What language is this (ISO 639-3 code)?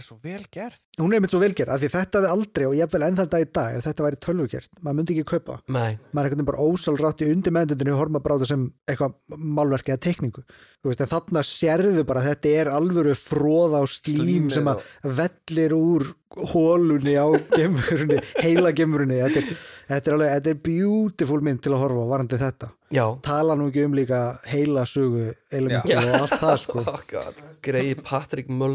isl